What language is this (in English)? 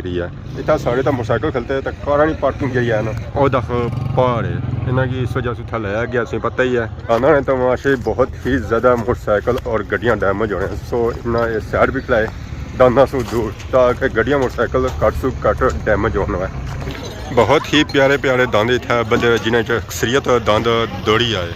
Pahari-Potwari